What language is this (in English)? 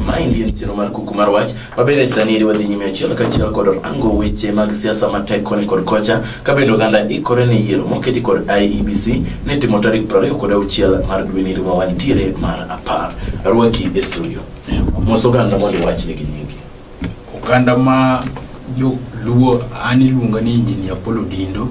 Luo (Kenya and Tanzania)